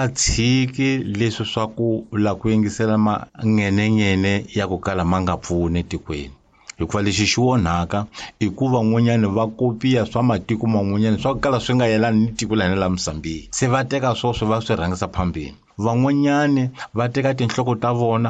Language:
Tsonga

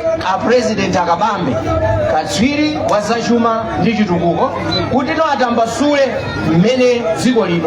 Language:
Nyanja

